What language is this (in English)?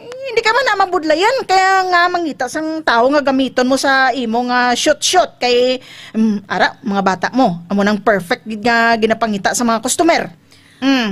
Hiligaynon